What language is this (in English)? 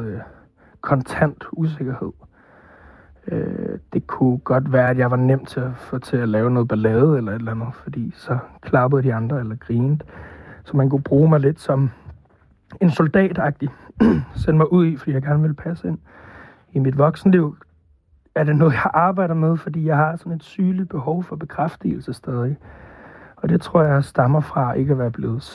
Danish